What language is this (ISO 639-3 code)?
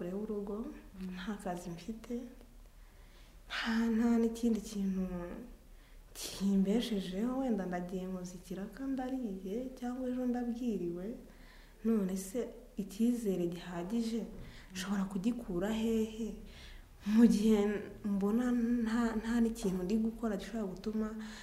kin